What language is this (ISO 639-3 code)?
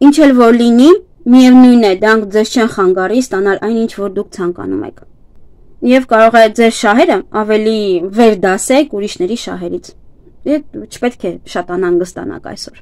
hye